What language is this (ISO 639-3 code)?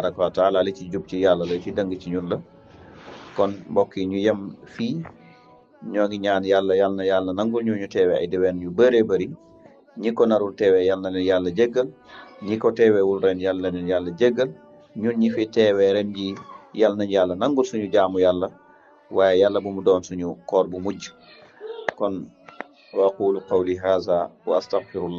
wol